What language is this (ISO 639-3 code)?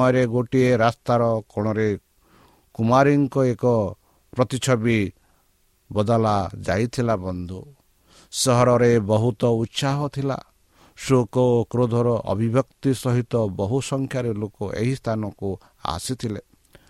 ori